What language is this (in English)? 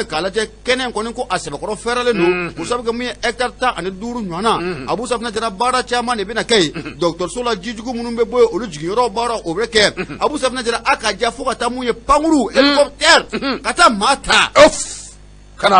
Bambara